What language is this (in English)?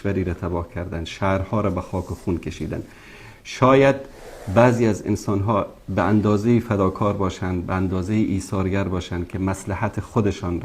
Persian